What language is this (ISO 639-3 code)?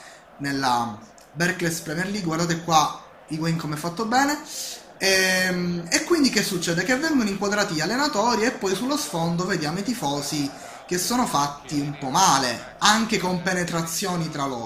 ita